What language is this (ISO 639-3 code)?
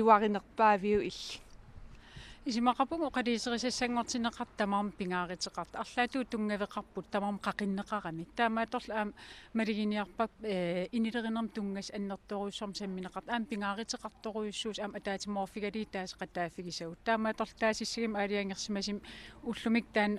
kal